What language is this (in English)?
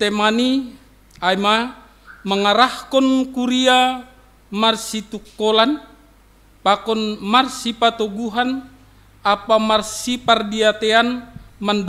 Batak Simalungun